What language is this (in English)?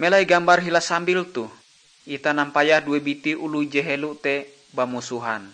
Ngaju